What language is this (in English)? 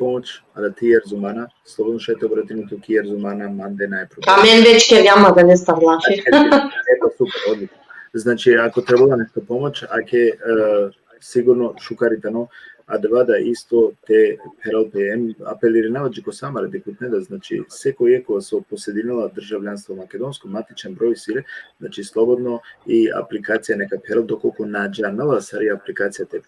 Balkan Romani